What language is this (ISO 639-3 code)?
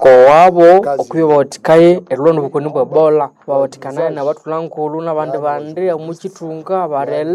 nnb